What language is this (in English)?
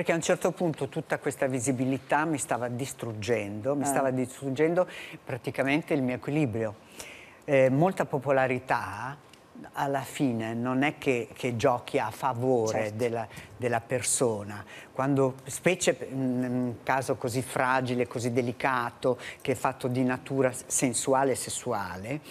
Italian